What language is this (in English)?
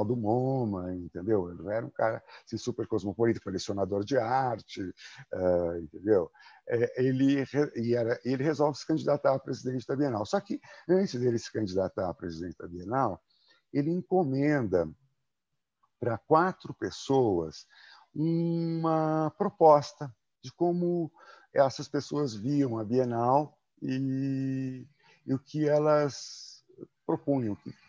Portuguese